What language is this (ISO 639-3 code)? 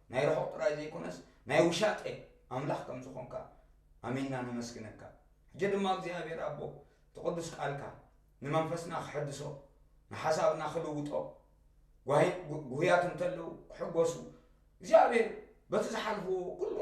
tir